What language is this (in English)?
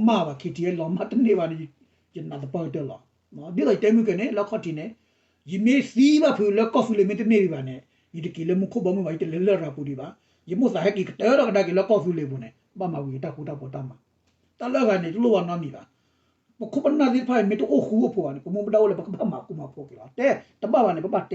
S'gaw Karen